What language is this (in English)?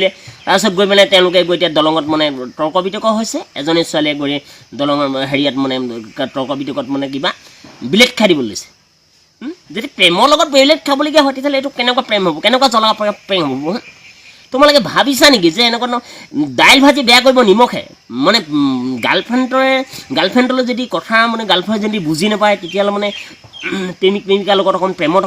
Assamese